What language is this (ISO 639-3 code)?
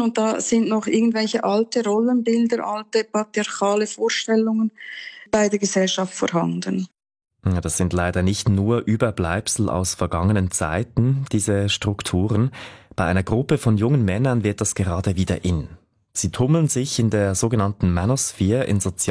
deu